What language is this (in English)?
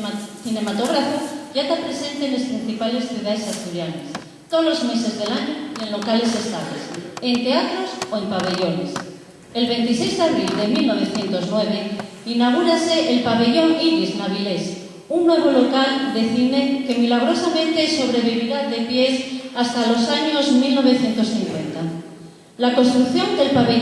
Asturian